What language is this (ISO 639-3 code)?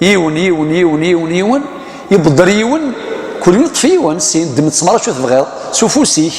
kab